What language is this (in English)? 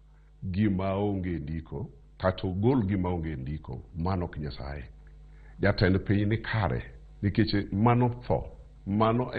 Luo (Kenya and Tanzania)